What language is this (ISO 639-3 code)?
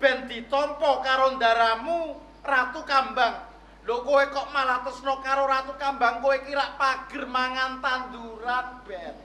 jav